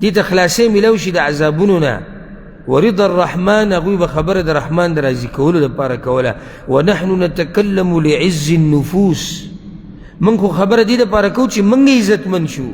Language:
Pashto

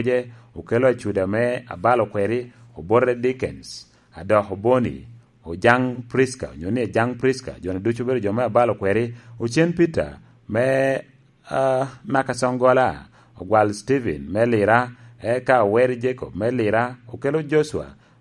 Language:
Lango (Uganda)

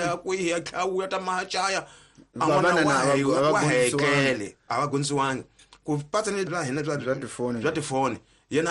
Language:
Tsonga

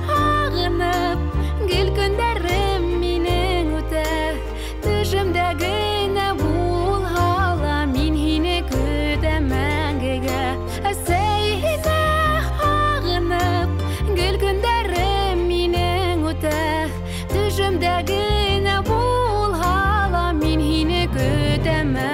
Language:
Bashkir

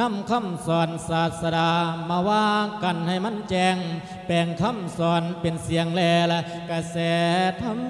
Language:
Lao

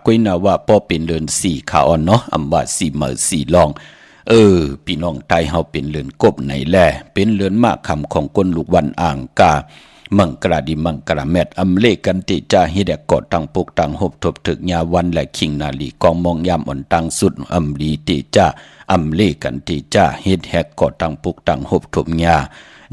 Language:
Shan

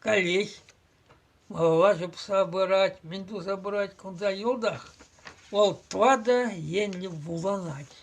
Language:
Chuvash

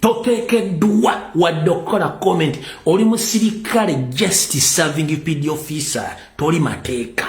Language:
Ganda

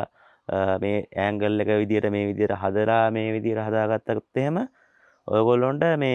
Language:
Sinhala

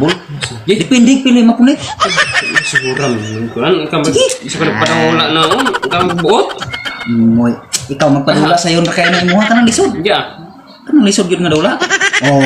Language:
Cebuano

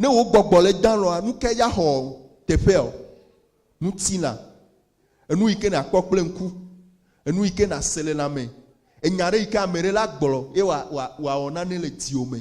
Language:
Ewe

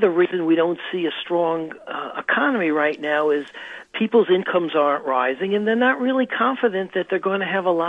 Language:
English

